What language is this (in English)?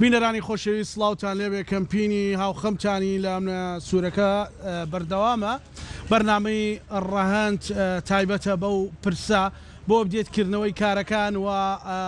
Central Kurdish